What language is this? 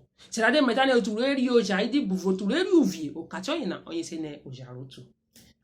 Urhobo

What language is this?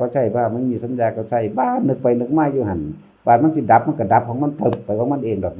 Northeastern Thai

